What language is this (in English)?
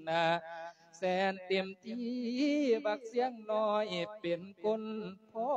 Lao